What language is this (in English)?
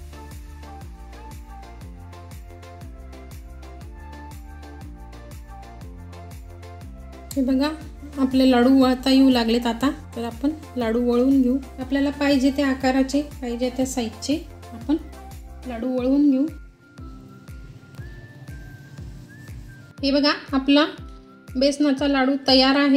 Marathi